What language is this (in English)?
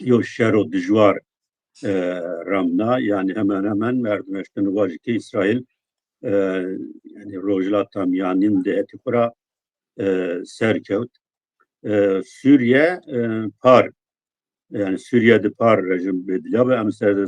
Zaza